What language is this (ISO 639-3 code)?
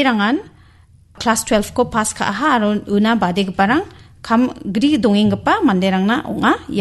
grt